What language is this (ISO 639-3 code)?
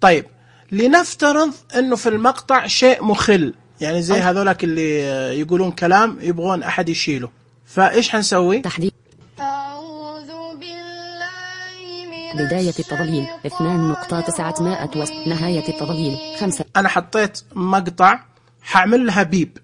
ars